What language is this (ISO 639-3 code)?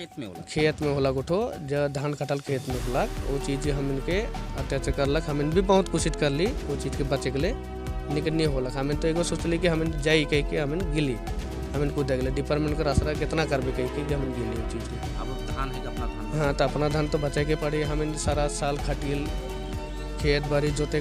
sck